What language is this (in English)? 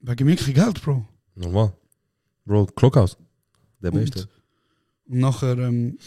Swiss German